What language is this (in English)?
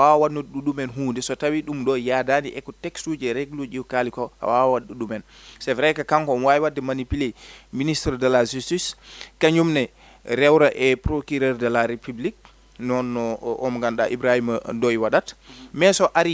Fula